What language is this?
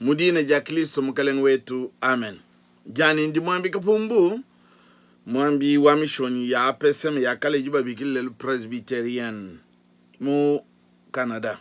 Luba-Lulua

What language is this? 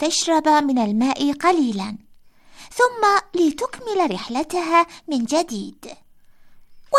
Arabic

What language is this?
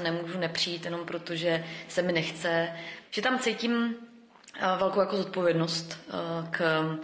Czech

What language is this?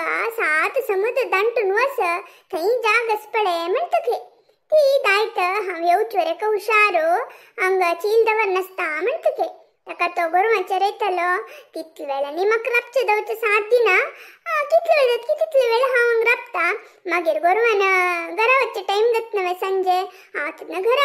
Konkani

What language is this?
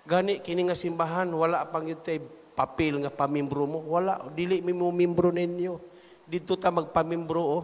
Cebuano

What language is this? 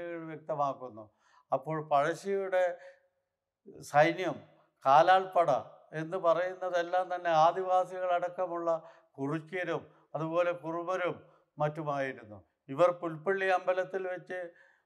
Malayalam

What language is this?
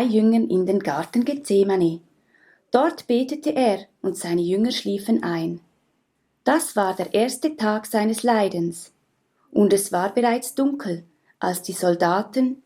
Swiss German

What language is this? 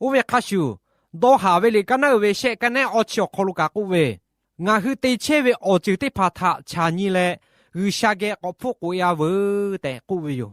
Lahu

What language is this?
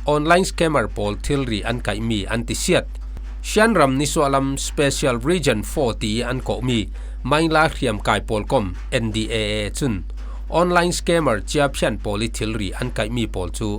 Falam Chin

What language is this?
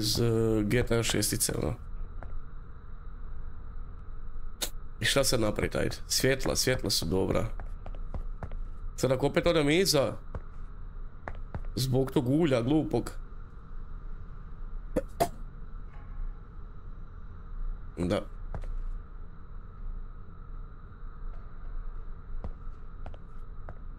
Croatian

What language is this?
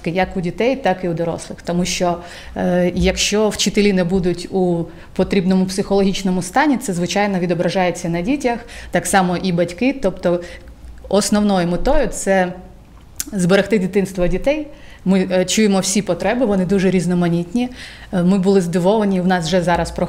Ukrainian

